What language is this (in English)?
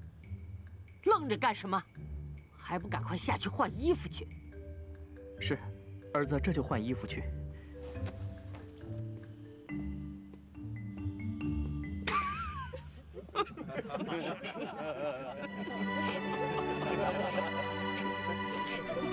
Chinese